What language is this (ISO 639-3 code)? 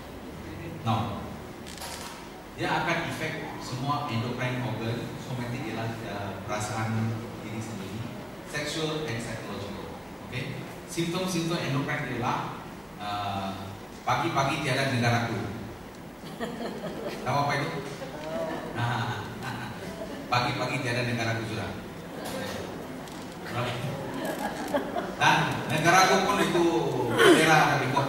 msa